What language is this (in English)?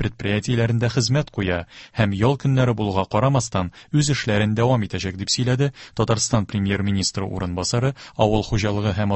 Tatar